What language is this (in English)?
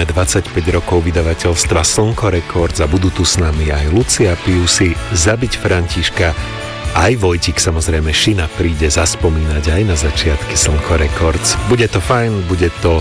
Slovak